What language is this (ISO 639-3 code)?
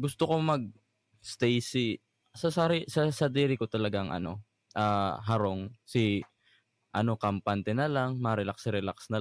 bik